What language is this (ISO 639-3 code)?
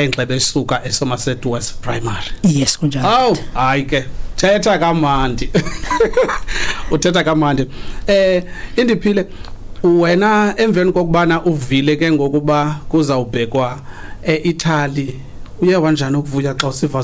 xho